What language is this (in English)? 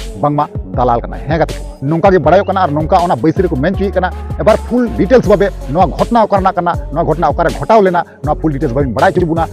Santali